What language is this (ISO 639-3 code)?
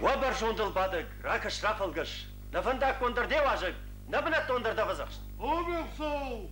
oss